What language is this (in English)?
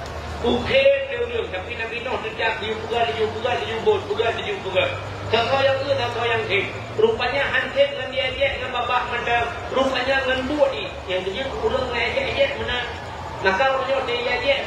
Achinese